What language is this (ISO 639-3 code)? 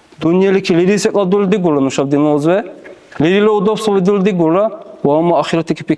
dar